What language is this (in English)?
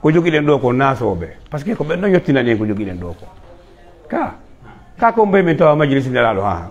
Fula